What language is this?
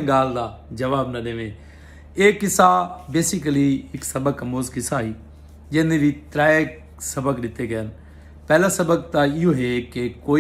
Saraiki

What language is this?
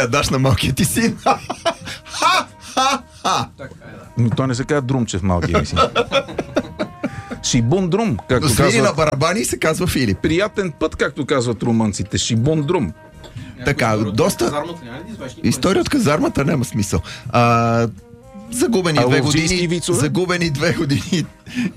Bulgarian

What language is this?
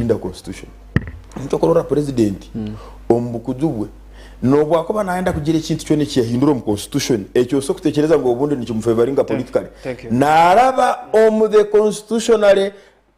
Nyankole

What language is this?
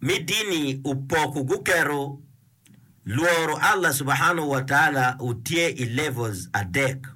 Acoli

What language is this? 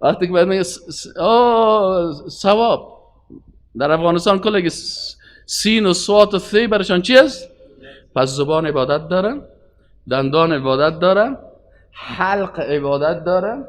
Persian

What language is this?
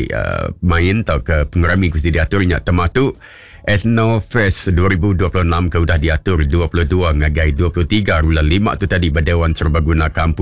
Iban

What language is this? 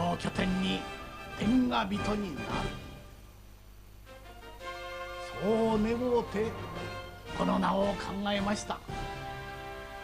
Japanese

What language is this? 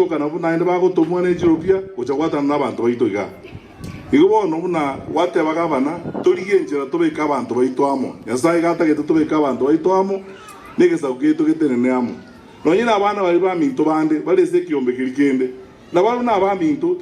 Gusii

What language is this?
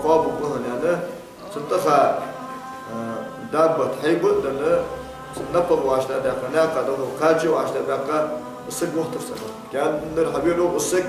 Ingush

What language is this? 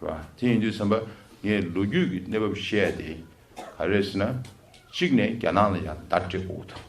Tibetan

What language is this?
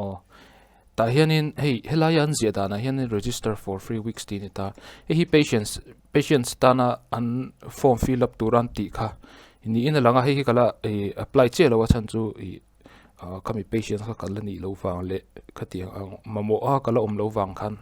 Mizo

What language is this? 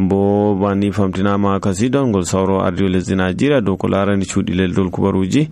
Nigerian Fulfulde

